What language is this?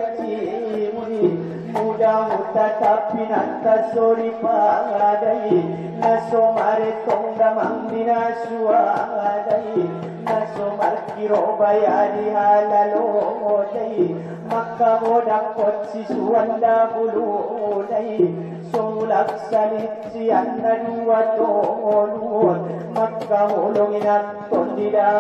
Batak Angkola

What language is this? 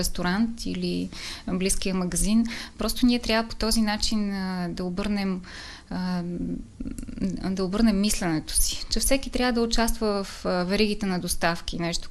Bulgarian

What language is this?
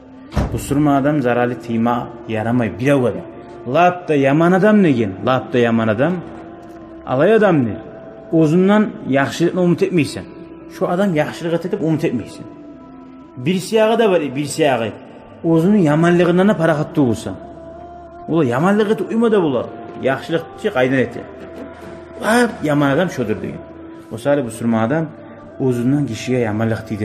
Kumyk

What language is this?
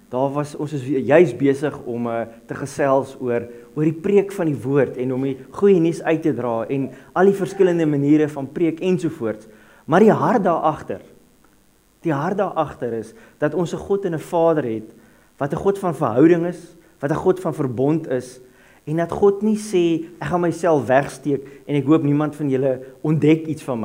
Afrikaans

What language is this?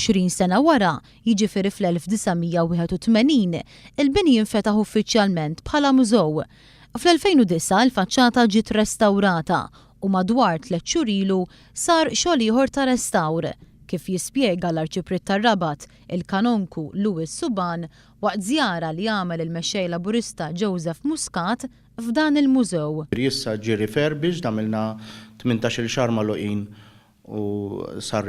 Maltese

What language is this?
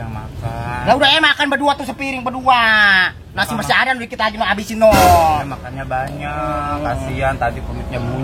Betawi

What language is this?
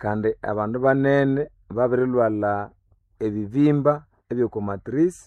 Nande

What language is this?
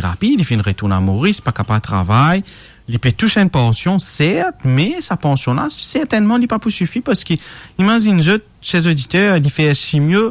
Morisyen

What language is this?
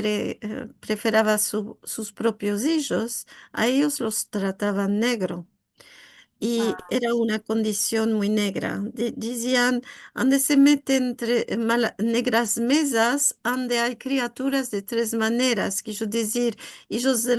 Ladino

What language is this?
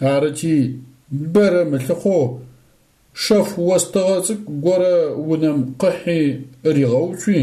Adyghe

